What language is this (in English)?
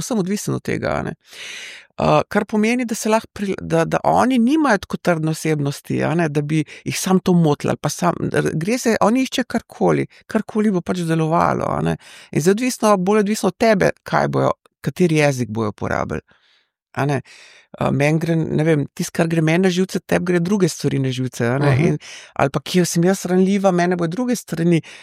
Slovenian